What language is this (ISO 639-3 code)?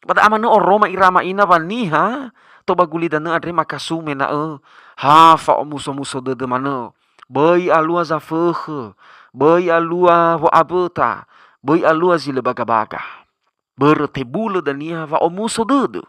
nia